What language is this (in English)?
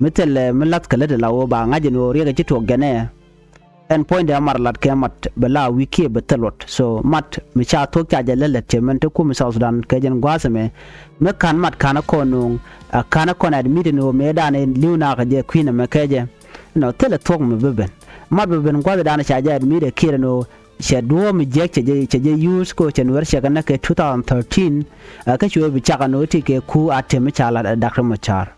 Nuer